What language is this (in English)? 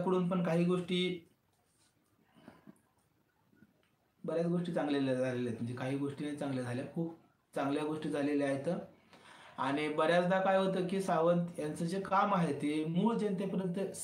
Marathi